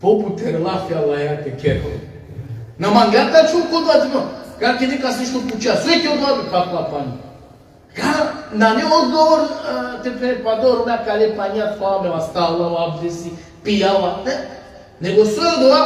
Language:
Balkan Romani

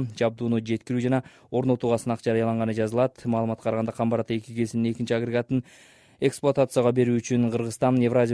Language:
Kyrgyz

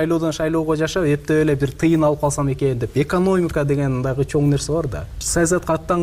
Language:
Kyrgyz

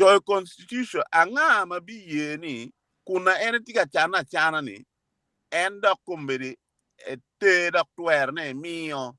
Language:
Acoli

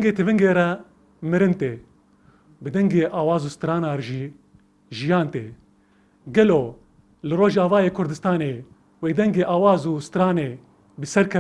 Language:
Kurdish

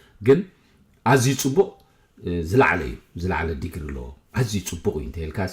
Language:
Tigrinya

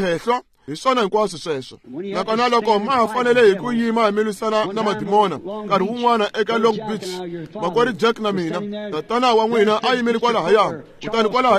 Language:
Tsonga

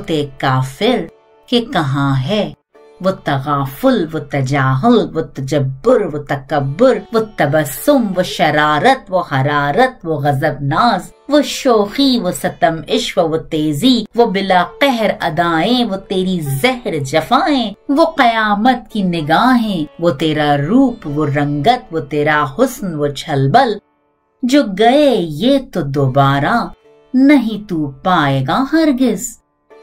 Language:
Urdu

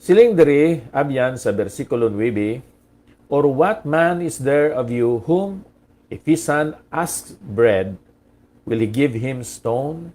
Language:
Hiligaynon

